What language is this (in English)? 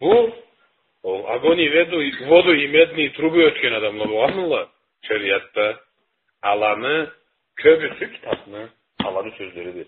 Karachay-Balkar